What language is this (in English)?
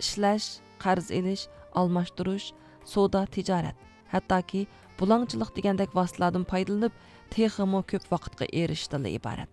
Uyghur